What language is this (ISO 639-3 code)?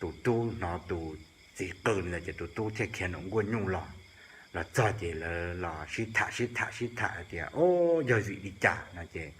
hmn